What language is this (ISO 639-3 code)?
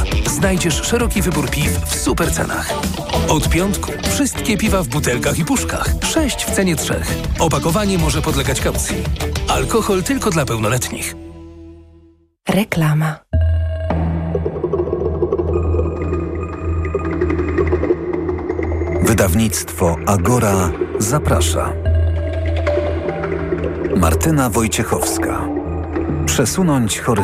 pol